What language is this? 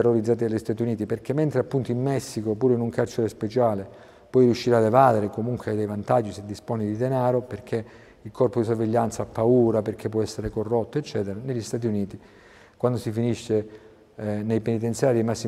Italian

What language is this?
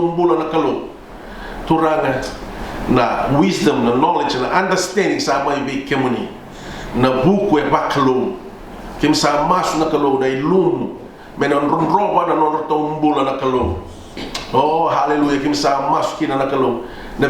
Fijian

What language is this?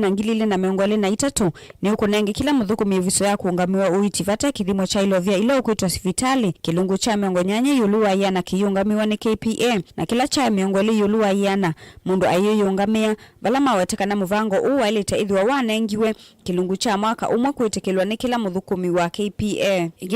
Kamba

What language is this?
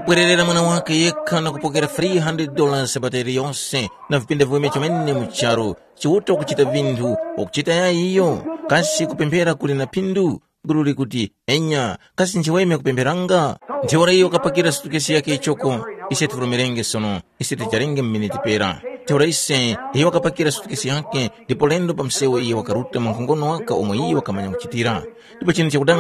Tumbuka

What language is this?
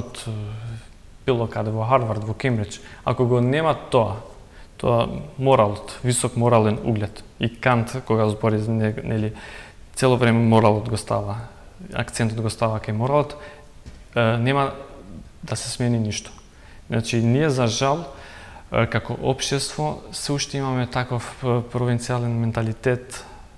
Macedonian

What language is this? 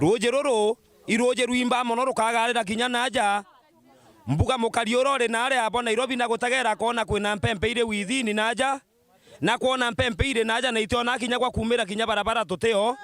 Meru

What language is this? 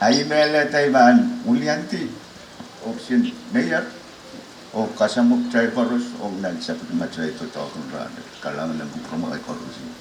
Pohnpeian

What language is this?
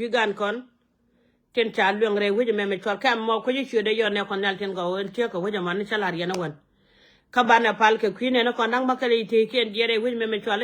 Nuer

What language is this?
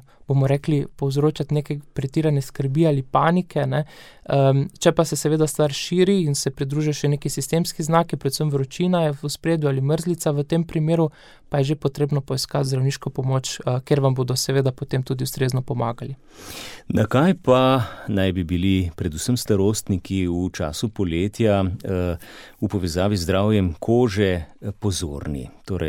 Slovenian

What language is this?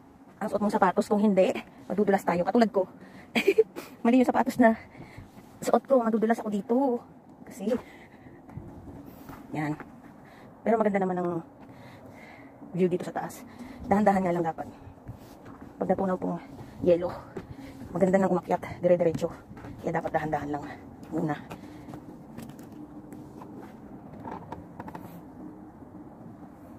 Filipino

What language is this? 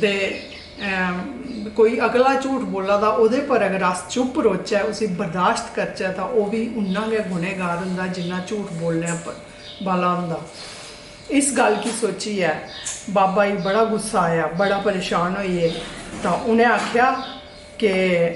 Dogri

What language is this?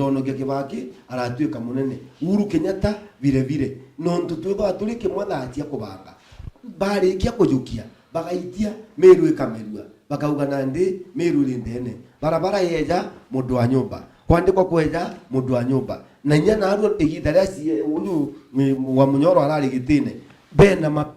Meru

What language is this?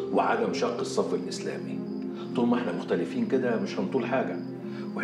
Egyptian Arabic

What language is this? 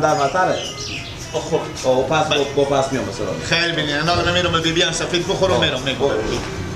Persian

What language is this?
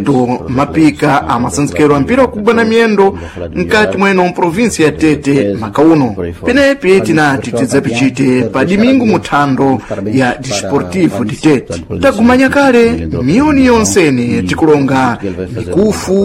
Sena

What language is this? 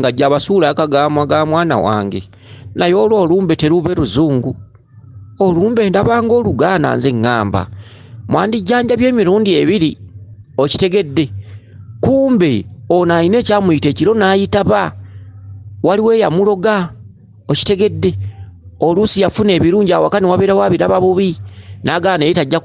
Ganda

